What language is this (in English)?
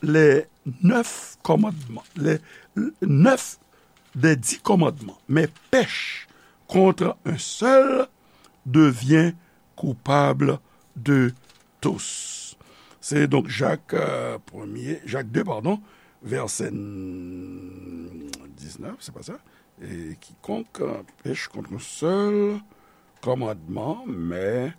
Haitian Creole